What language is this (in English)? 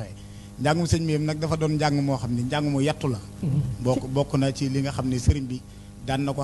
Wolof